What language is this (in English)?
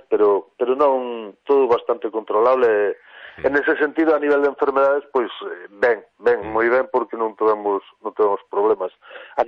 Galician